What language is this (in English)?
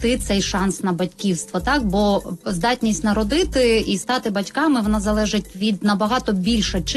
Ukrainian